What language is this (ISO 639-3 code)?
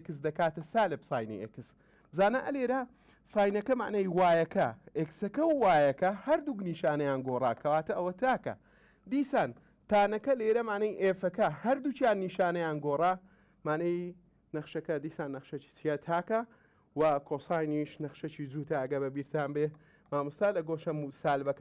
ckb